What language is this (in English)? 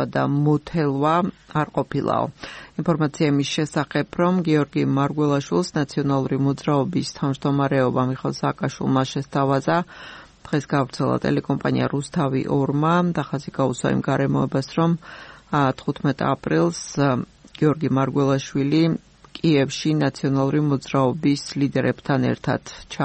Georgian